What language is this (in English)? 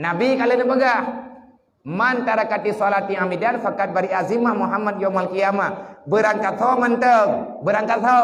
Achinese